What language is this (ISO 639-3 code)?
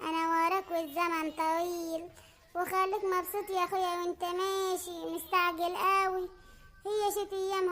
arz